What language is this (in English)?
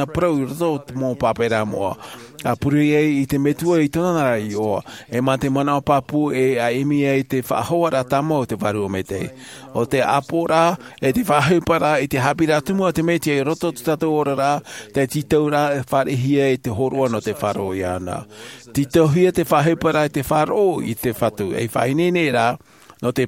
Tahitian